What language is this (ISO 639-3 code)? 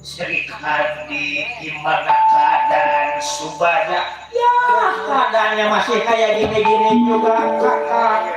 bew